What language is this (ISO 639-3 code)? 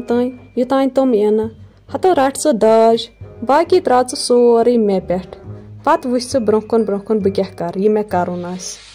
kas